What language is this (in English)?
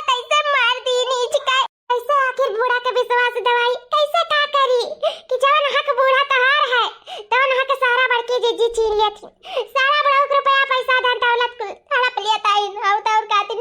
Awadhi